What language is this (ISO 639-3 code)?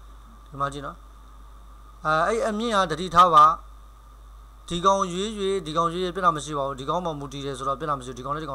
mya